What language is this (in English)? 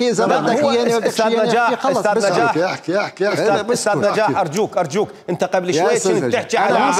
Mesopotamian Arabic